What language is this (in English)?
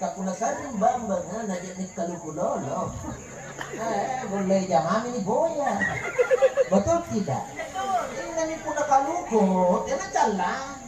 Makasar